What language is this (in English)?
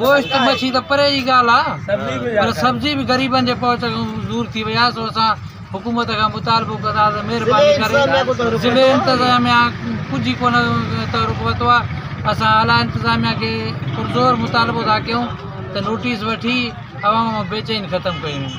Sindhi